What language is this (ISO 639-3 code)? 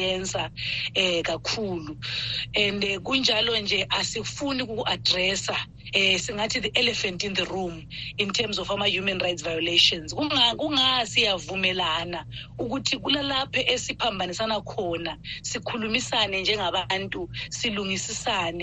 nde